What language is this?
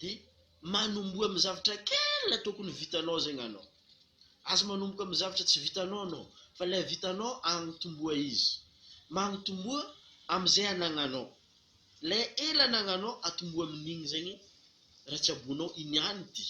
Malagasy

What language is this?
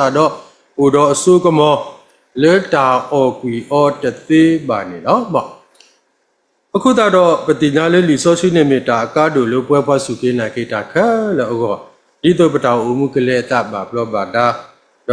S'gaw Karen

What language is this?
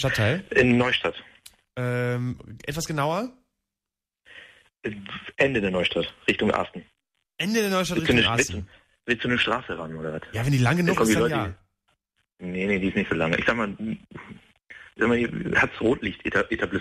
German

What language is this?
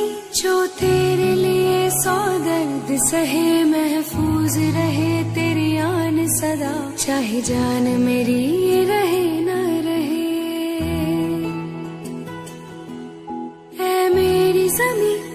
Hindi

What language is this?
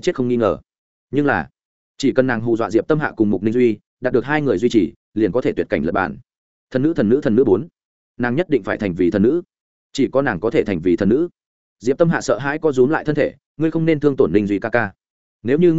Vietnamese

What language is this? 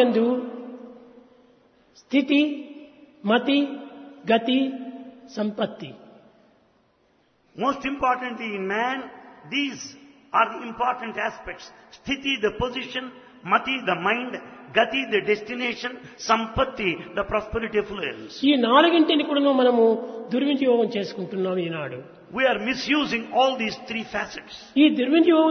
Telugu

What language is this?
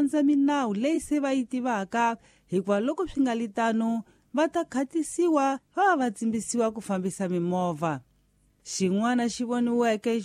Tsonga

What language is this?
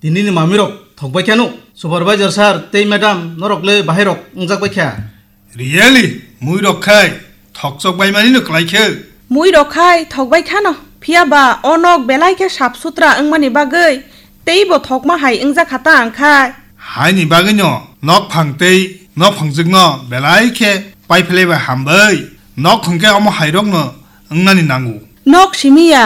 Kok Borok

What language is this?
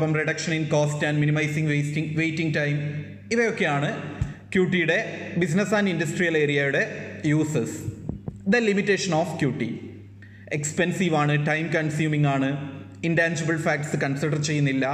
Malayalam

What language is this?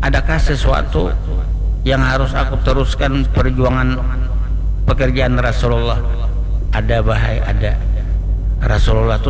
Banjar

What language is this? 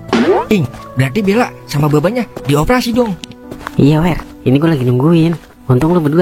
Betawi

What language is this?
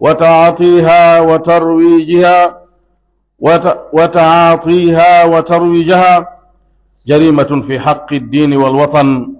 Pular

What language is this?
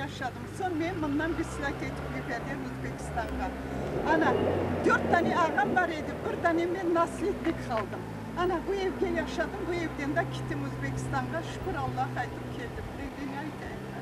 Crimean Tatar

